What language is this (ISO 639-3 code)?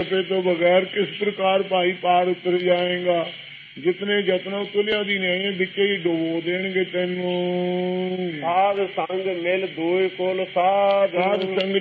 pan